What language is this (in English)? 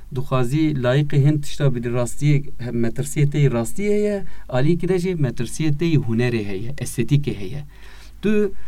Kurdish